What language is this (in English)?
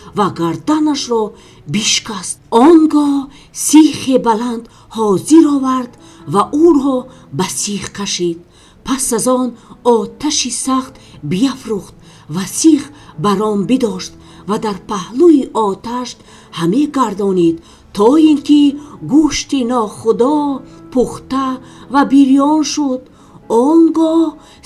Tajik